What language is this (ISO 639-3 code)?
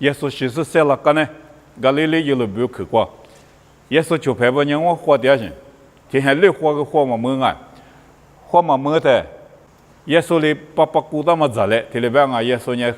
lis